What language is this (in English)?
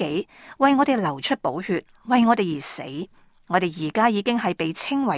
Cantonese